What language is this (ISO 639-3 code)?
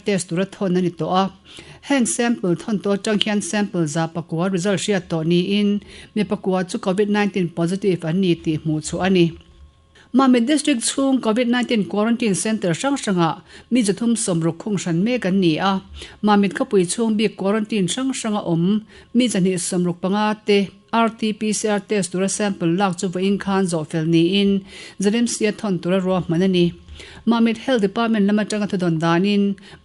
lus